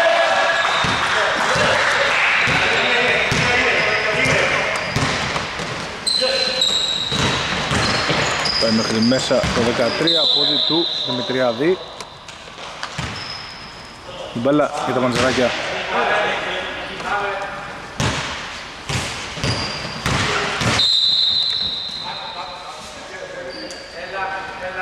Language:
Greek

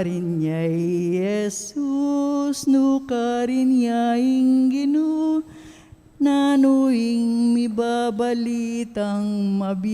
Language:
Pampanga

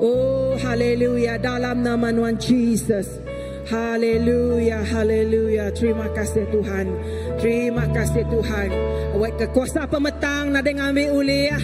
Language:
Iban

